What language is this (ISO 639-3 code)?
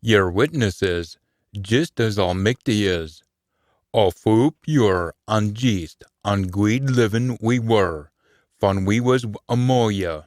sco